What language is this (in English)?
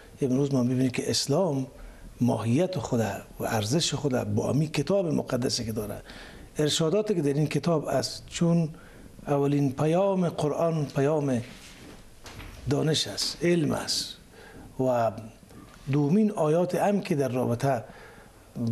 Persian